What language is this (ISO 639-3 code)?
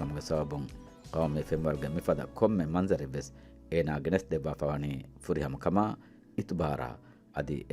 div